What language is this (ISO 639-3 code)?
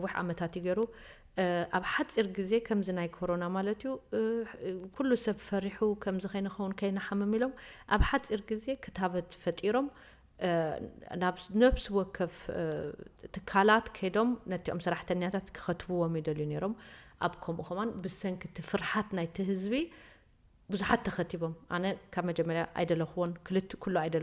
tir